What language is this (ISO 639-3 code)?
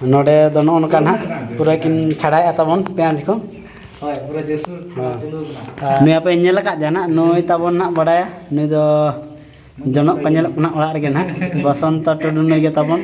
sat